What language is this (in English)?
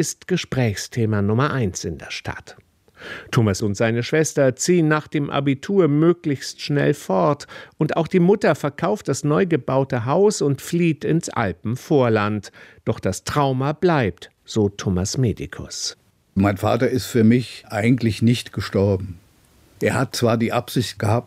German